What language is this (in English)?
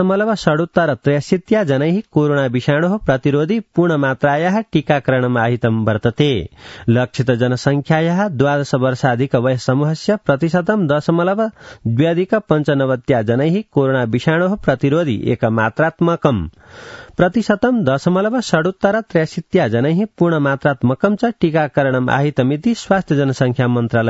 Sanskrit